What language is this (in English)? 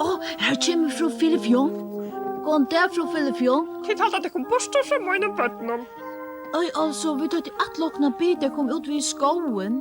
Faroese